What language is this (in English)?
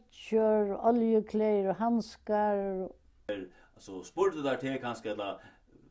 Faroese